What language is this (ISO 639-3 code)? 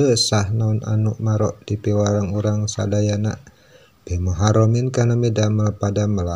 sun